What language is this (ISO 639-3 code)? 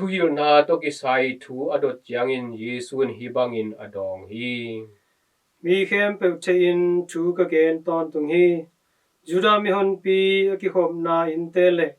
ctd